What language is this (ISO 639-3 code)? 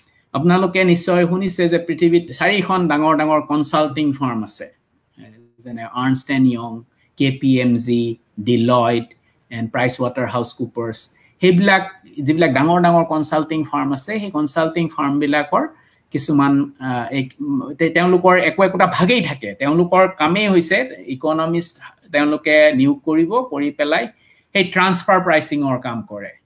asm